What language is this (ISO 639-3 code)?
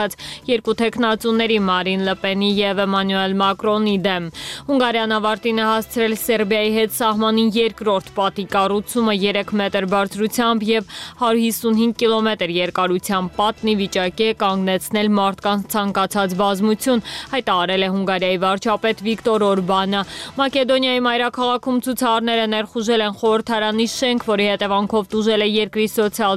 hye